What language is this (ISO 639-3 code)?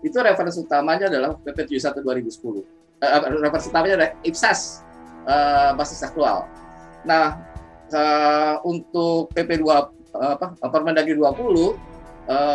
ind